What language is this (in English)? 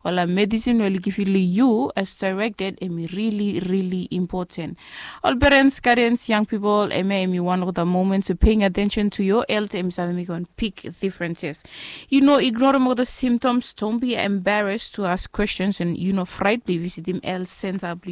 Bislama